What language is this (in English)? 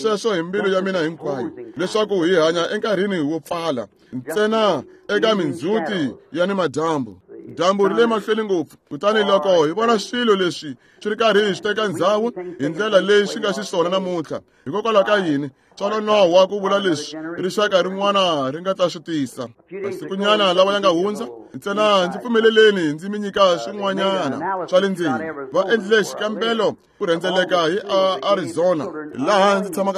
Tsonga